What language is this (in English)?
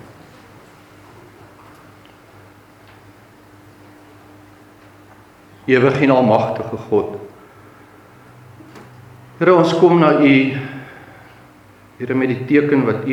Afrikaans